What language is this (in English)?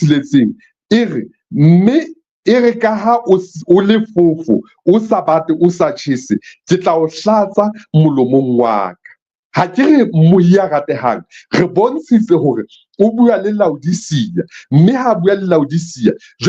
Southern Sotho